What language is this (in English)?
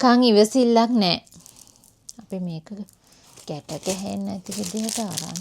Sinhala